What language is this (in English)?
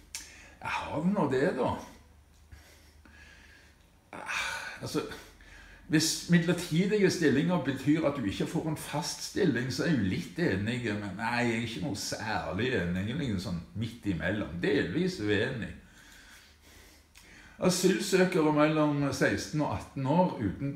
Norwegian